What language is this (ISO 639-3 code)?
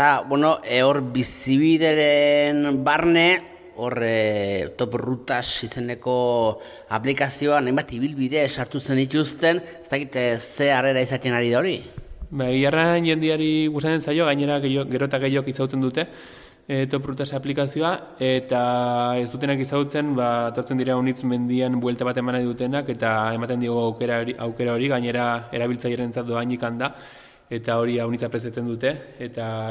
eus